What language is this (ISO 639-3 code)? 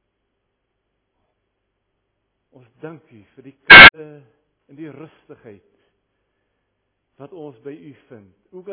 afr